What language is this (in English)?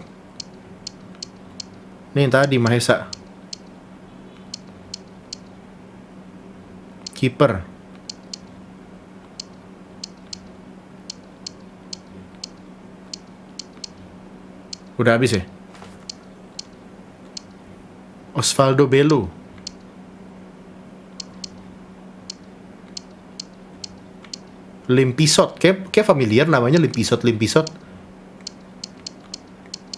Indonesian